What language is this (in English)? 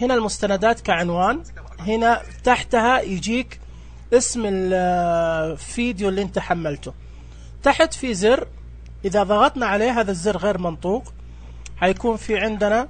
Najdi Arabic